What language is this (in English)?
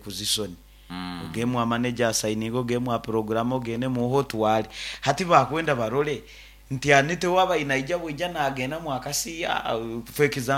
Nyoro